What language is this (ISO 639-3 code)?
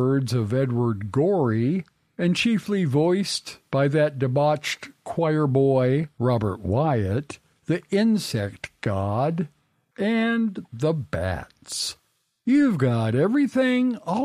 eng